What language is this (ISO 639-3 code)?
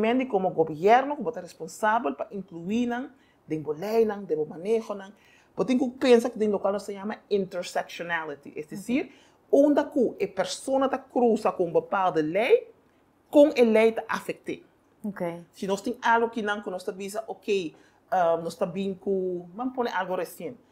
pap